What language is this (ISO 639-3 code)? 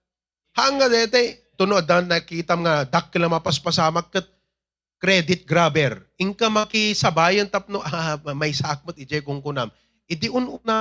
ilo